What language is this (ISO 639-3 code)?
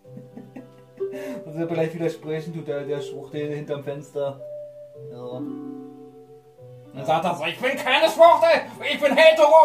deu